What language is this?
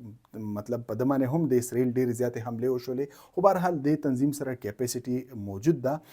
Pashto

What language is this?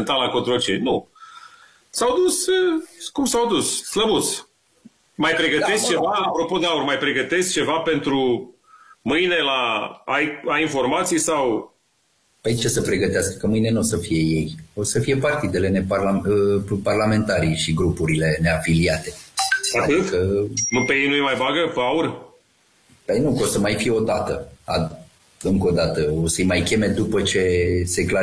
Romanian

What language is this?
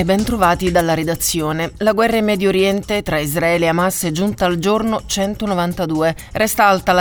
Italian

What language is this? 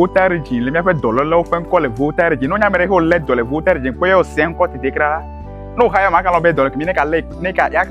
Ewe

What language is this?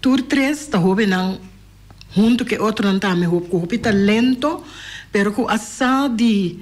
Papiamento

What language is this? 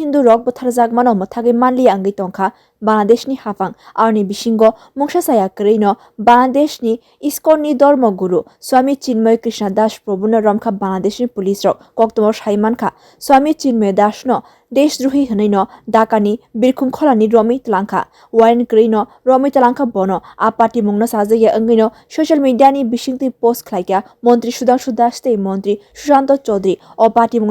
Kok Borok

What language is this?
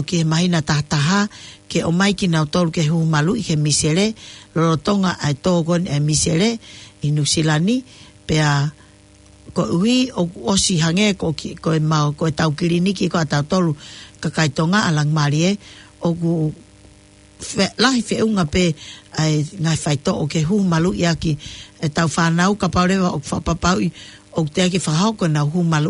Tongan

